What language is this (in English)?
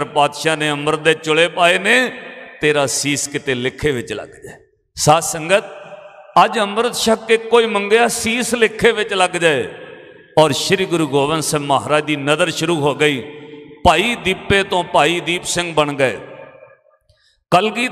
Punjabi